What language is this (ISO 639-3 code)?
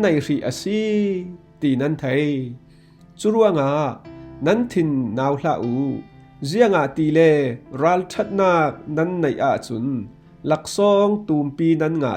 cfm